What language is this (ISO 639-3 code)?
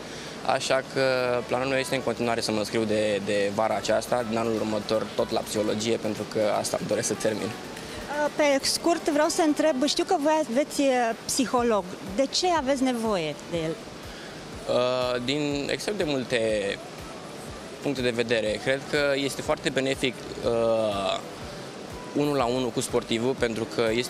ron